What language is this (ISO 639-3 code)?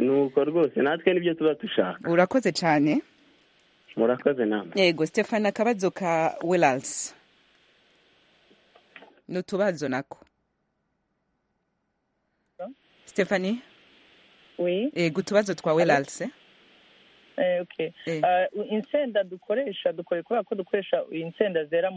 kin